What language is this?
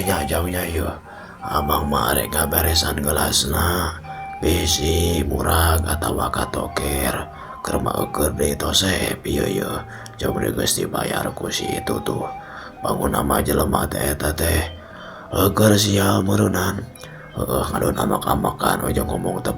Sundanese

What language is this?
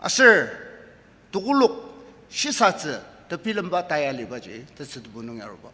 Ao Naga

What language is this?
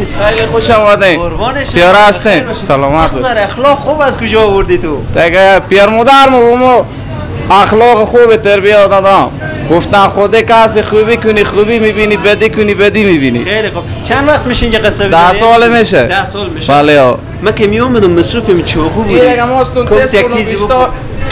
Persian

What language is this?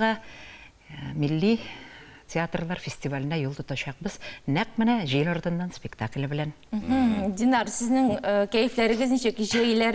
Tatar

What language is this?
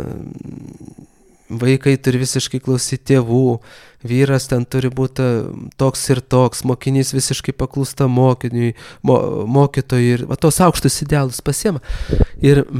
Lithuanian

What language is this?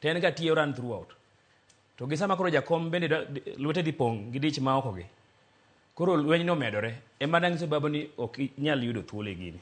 Luo (Kenya and Tanzania)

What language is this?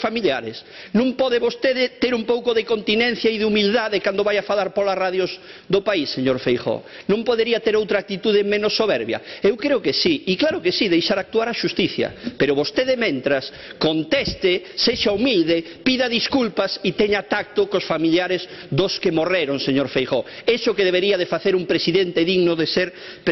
Galician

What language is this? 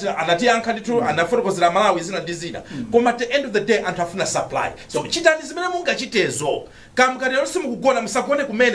Nyanja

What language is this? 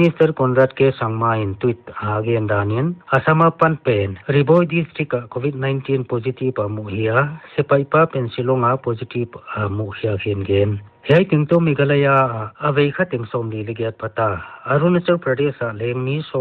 Paite Chin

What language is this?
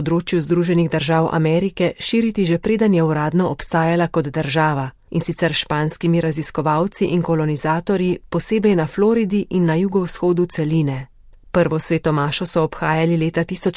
Slovenian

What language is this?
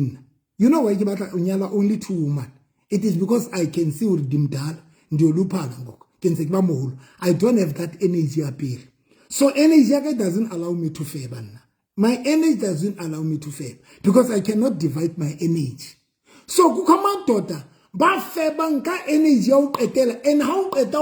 Southern Sotho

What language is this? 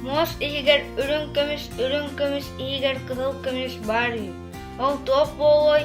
Yakut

